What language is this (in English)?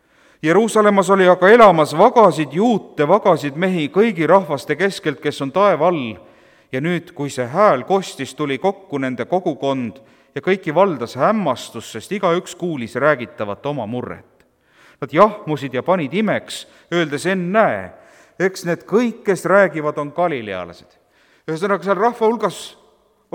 Estonian